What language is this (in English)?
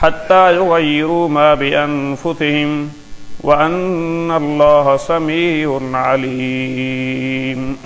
Sindhi